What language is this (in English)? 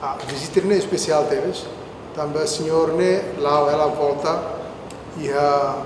Tetum